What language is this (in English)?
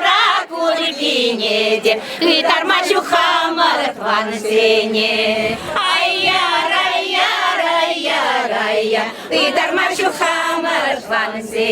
Chuvash